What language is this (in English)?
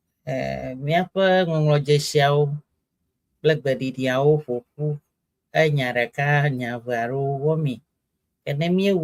Ewe